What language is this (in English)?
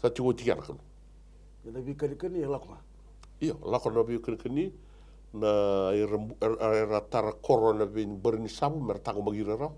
Fijian